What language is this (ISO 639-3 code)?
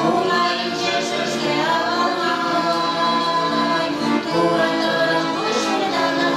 chv